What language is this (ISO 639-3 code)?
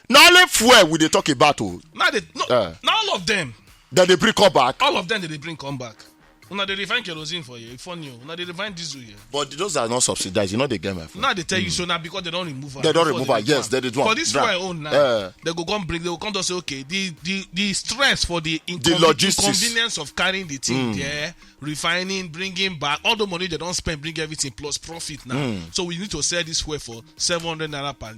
pcm